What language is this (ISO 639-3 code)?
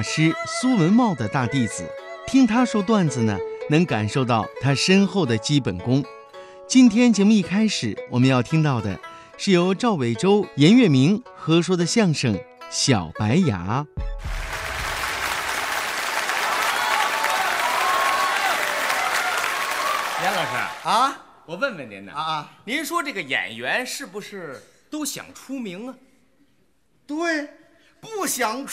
zho